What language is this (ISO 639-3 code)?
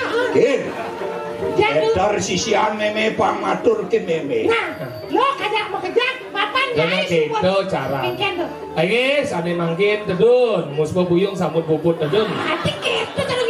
ban